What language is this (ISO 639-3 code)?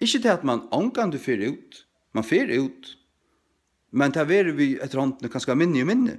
fao